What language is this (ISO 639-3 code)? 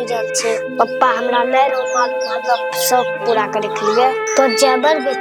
anp